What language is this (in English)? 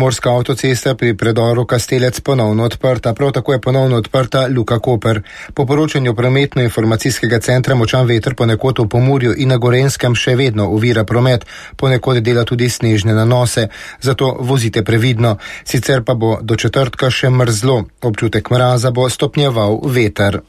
Slovenian